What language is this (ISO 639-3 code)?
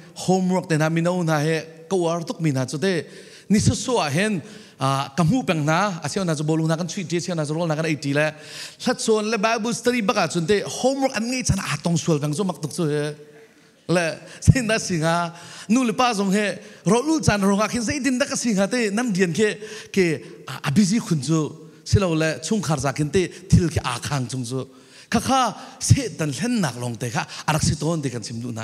cfm